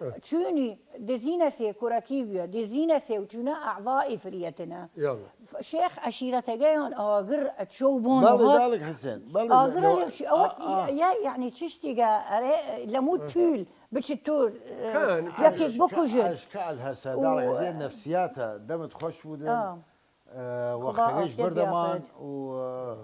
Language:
Southern Kurdish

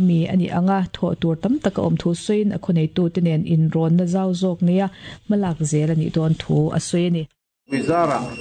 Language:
Mizo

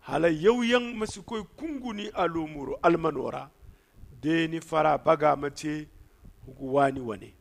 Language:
Zarma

